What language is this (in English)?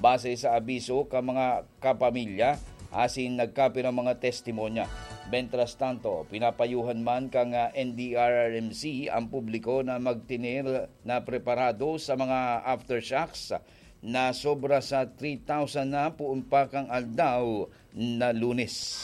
Bikol